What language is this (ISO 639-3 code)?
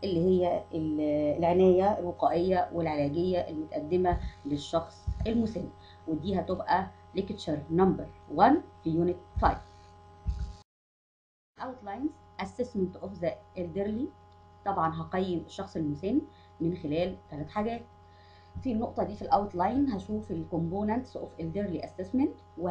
arz